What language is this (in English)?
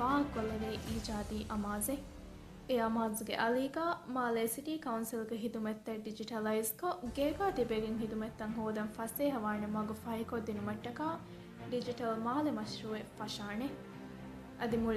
Divehi